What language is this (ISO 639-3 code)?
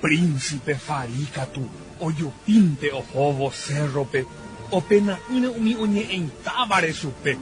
grn